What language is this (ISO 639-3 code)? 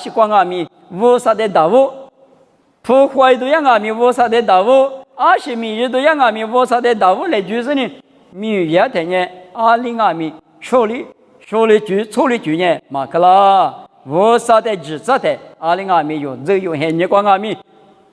lis